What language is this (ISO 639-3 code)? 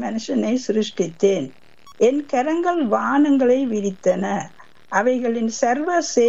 tam